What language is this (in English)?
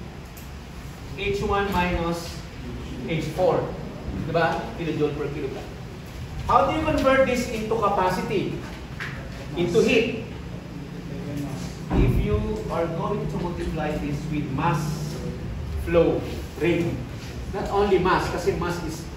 Filipino